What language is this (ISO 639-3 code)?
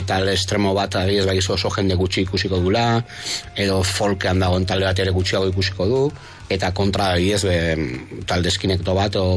eus